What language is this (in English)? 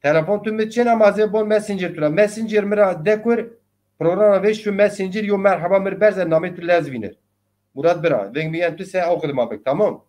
Zaza